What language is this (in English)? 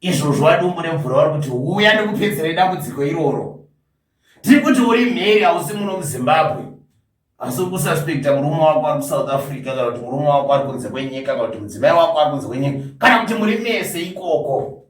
Shona